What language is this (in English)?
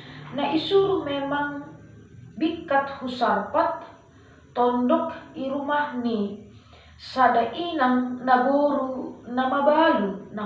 Batak Simalungun